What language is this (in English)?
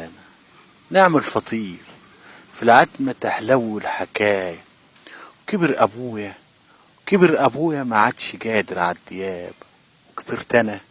Egyptian Arabic